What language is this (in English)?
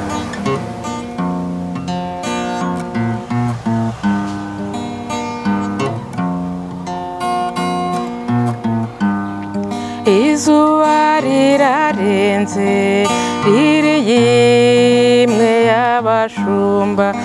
Kinyarwanda